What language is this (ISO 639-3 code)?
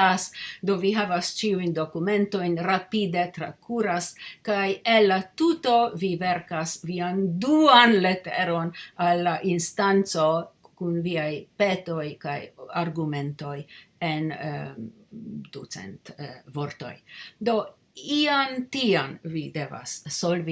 epo